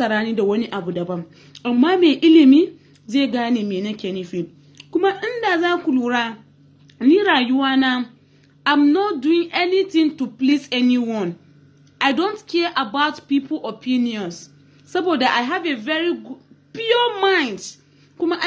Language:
Hausa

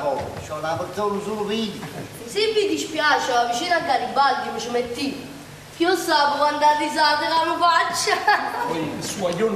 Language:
Neapolitan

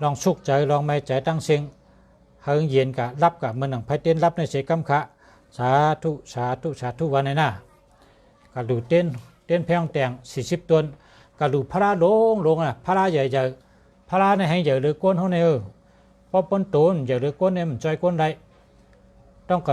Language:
Shan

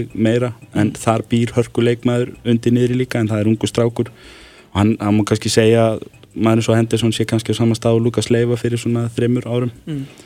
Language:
Icelandic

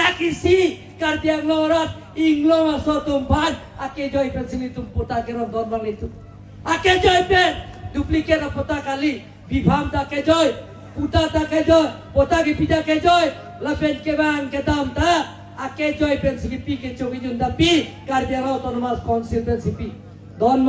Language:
Karbi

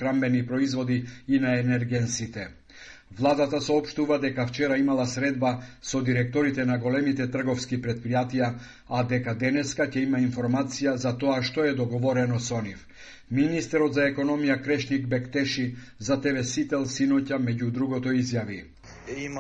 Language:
Macedonian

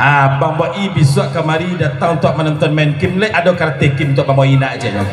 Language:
Minangkabau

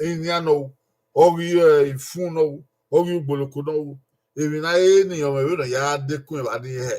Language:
Bini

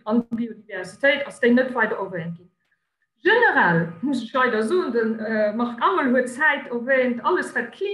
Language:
Luxembourgish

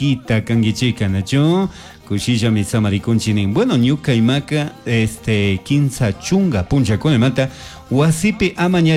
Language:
Chimborazo Highland Quichua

